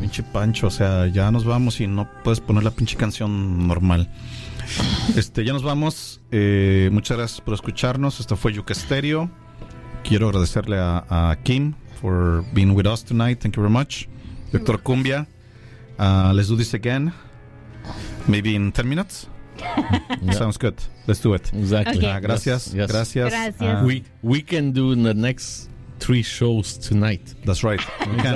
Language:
Spanish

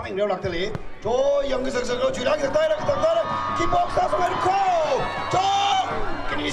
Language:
Tangkhul Naga (India)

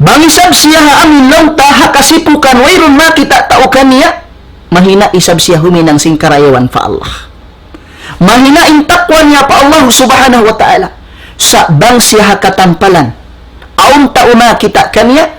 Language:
Tausug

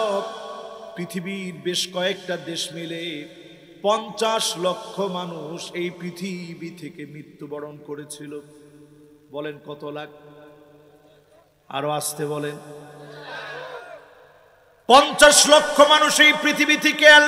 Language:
Bangla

